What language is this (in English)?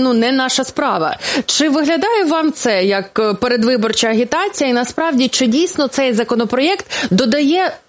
Ukrainian